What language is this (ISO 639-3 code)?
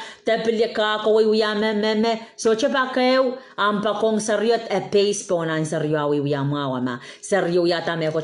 pon